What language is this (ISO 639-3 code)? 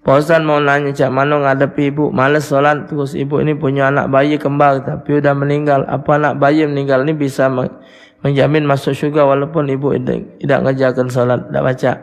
mui